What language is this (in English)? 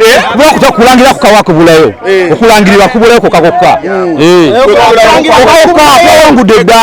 Ganda